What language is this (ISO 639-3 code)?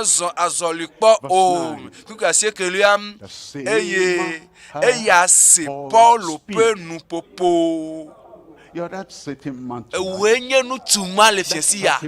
ewe